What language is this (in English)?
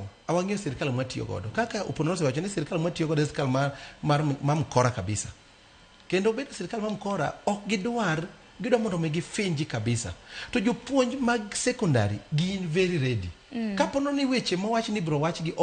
Luo (Kenya and Tanzania)